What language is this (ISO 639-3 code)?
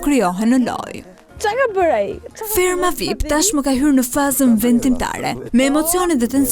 sqi